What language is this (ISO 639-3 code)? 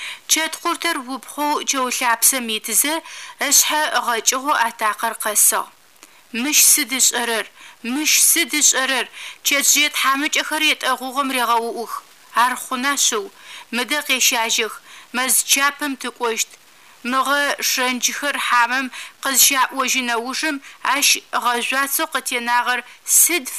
ady